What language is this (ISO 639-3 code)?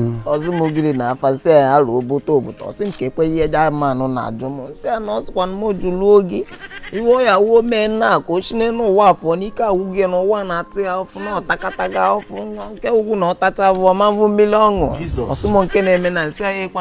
ibo